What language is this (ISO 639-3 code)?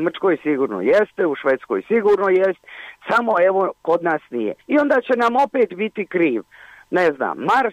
bos